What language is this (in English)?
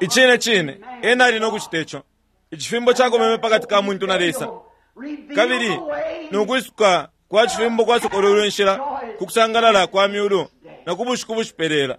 Bemba